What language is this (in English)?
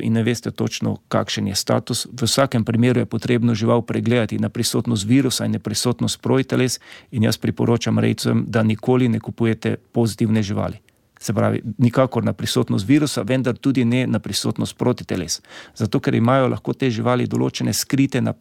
Slovenian